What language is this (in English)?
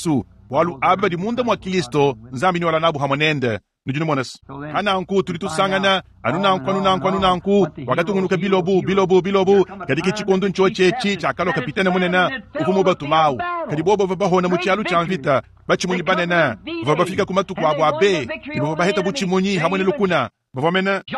Luba-Lulua